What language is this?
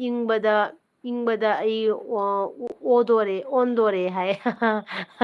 Manipuri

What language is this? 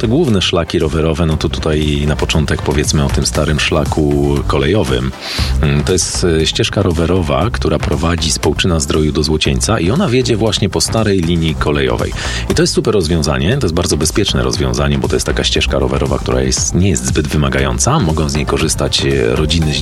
Polish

